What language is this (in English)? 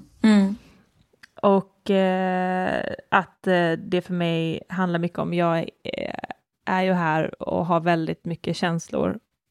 Swedish